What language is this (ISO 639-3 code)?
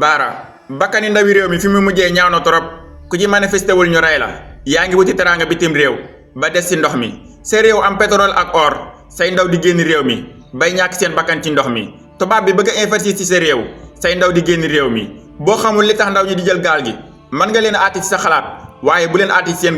wol